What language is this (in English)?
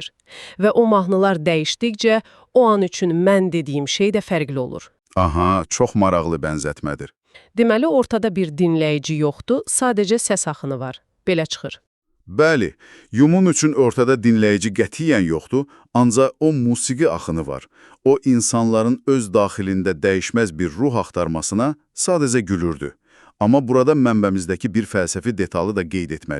Azerbaijani